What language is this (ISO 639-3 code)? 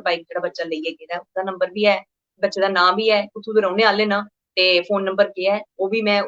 doi